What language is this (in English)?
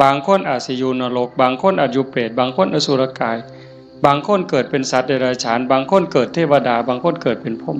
Northeastern Thai